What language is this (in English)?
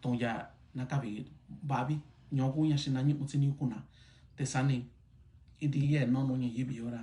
Mixtepec Mixtec